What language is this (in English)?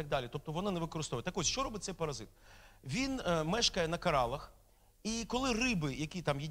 Ukrainian